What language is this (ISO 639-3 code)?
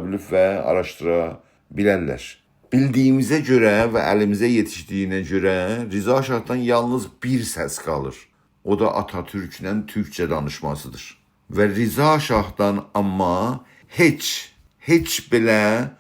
azb